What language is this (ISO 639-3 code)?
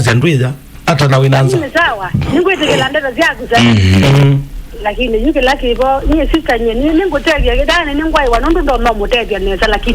kam